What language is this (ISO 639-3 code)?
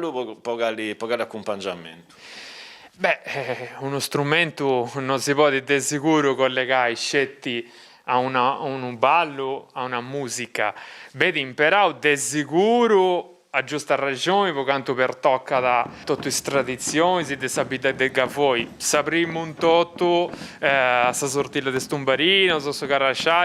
srd